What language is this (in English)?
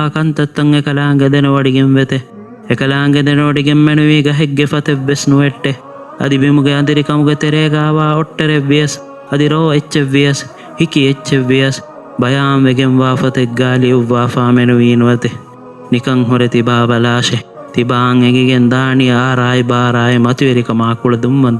Divehi